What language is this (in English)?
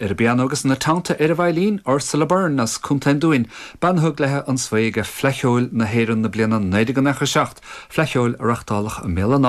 Irish